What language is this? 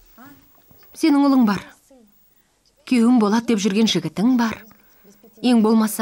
Kazakh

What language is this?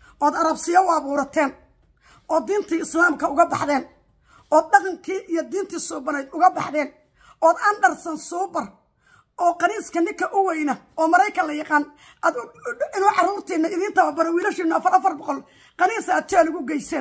Somali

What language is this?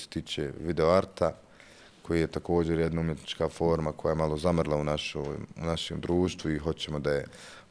Bosnian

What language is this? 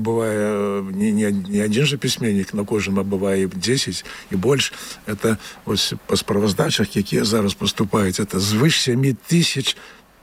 Belarusian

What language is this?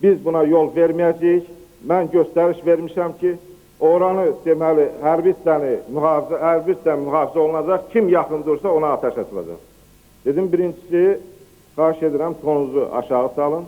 Azerbaijani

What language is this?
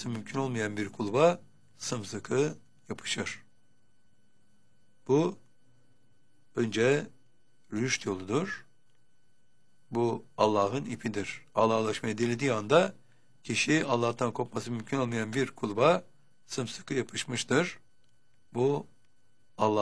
Turkish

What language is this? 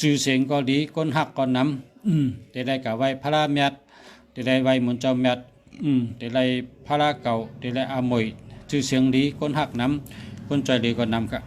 Shan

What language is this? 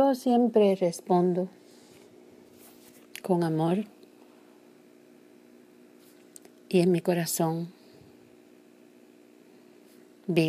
Spanish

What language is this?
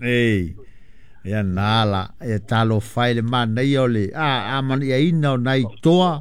Samoan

